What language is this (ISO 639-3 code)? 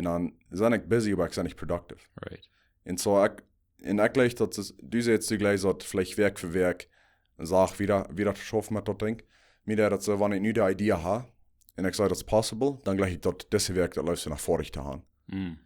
pdt